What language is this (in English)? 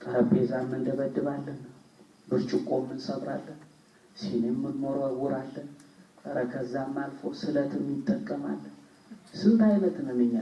Amharic